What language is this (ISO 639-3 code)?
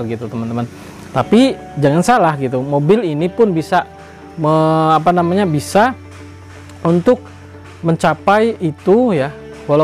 ind